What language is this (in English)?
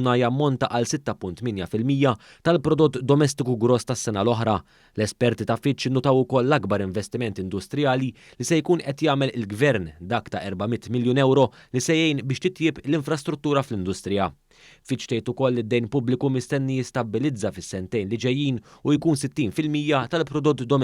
Maltese